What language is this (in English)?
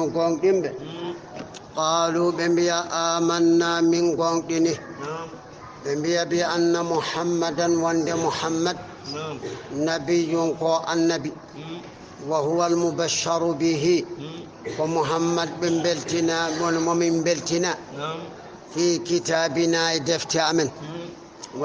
Fula